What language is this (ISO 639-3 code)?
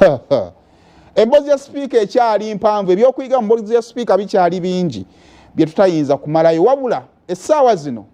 lug